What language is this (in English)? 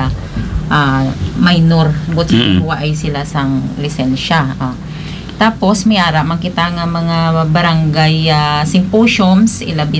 Hiligaynon